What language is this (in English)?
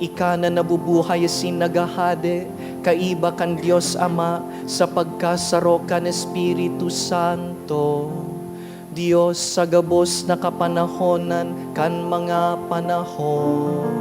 Bikol